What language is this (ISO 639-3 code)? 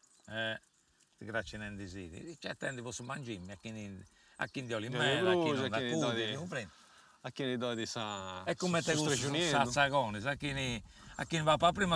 srd